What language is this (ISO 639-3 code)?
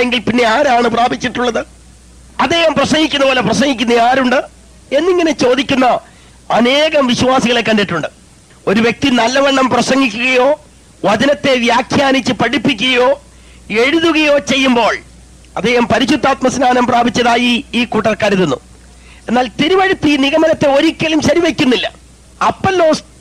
mal